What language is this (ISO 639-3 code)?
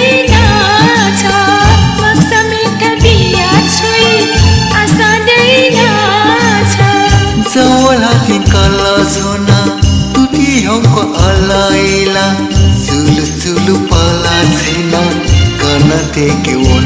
new